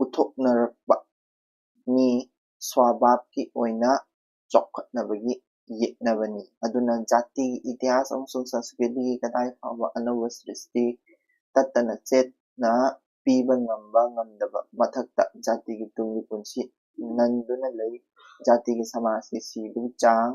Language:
Manipuri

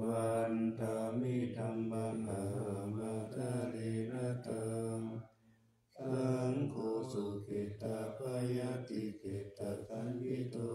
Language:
Pali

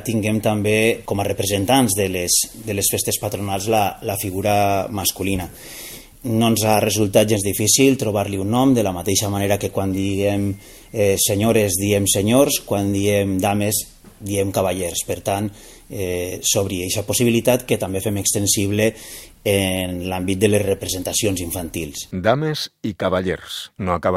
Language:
Catalan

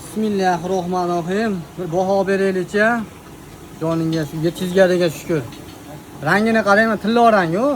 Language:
Uzbek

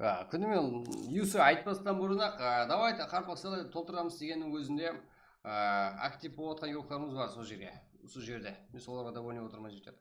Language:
Kara-Kalpak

